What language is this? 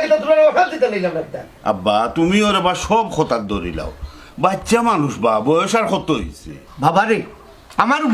Sylheti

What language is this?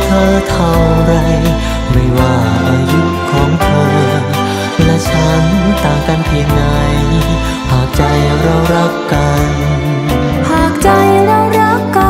Thai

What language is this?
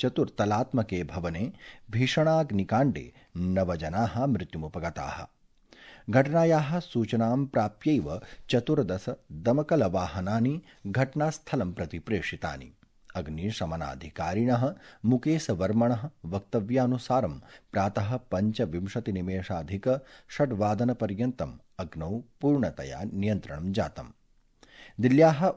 Sanskrit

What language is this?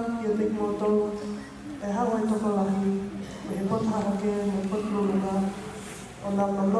Tongan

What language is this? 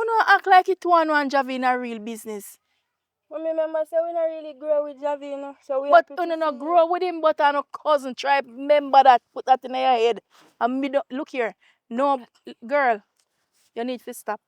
Jamaican Creole English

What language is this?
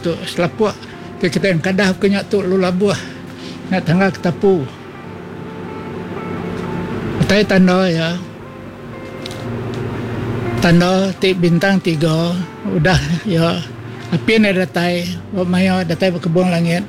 Iban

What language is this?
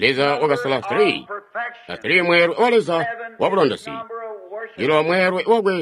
Tonga (Zambia)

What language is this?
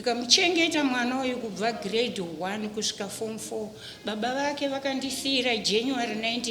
Shona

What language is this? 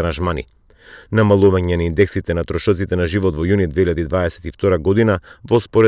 Macedonian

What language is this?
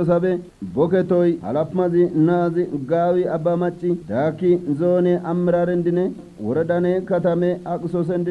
Kafa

